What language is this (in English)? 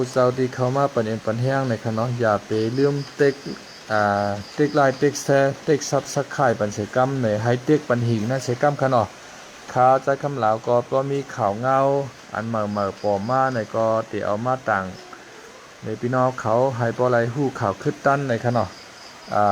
Shan